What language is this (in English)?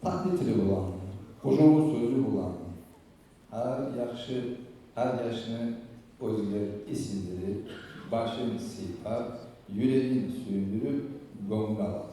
Kumyk